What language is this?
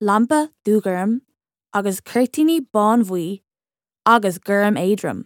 Irish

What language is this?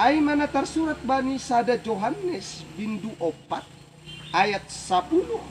Batak Simalungun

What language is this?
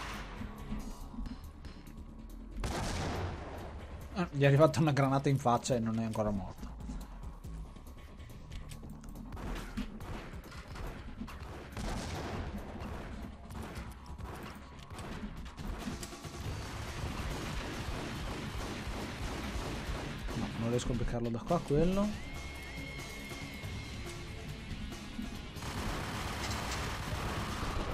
Italian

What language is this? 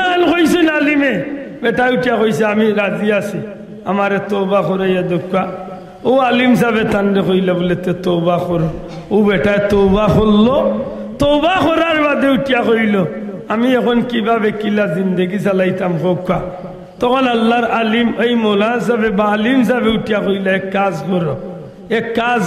Sylheti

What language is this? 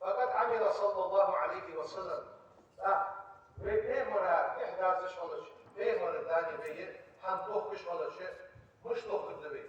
Ingush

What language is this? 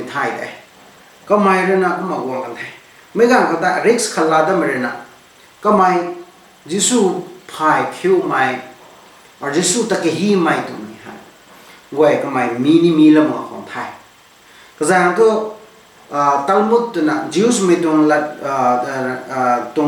Rongmei Naga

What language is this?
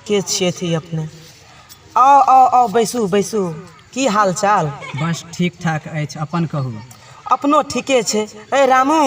Maithili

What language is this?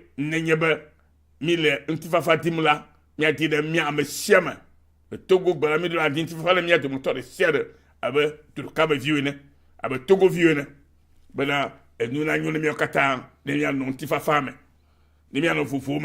Ewe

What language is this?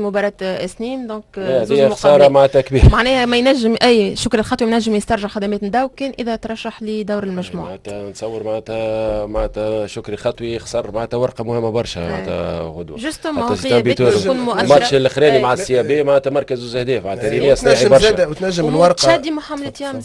Tunisian Arabic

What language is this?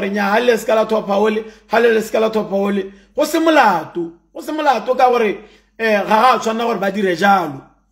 Tswana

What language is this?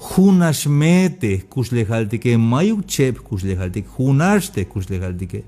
Tzeltal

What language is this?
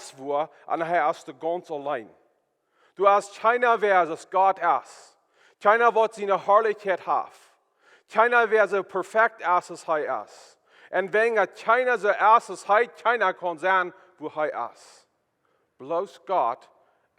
Plautdietsch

